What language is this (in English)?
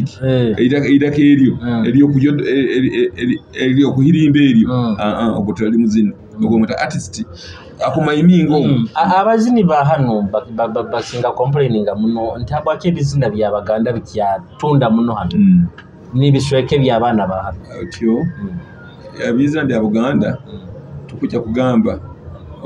Nyoro